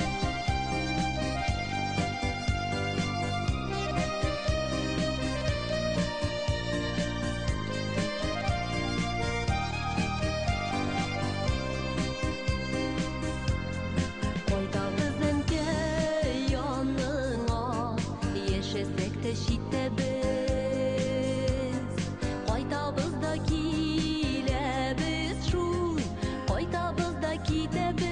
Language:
Bashkir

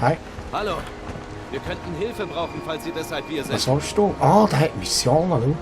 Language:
Swiss German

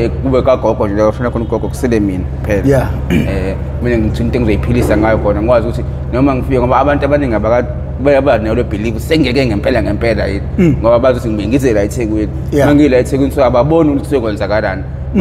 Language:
Zulu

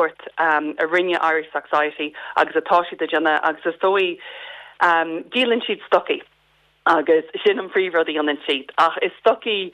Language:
Irish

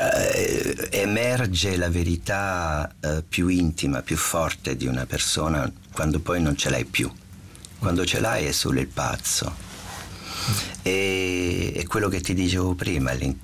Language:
Italian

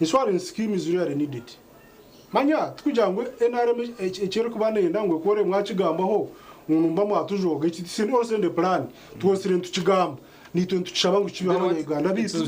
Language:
Nyankole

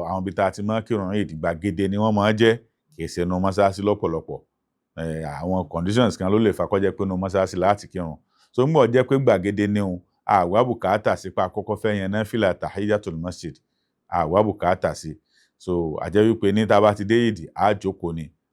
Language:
Yoruba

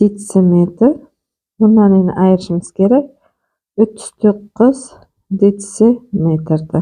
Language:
Uzbek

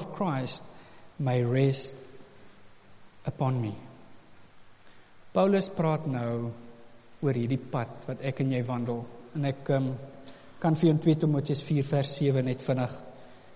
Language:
Afrikaans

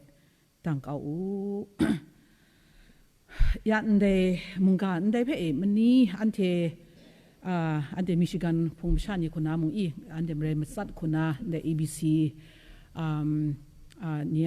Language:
Kachin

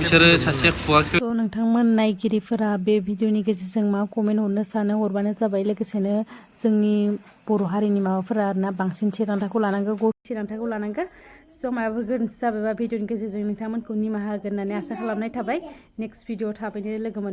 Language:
Bodo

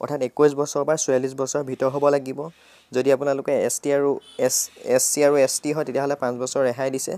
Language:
Assamese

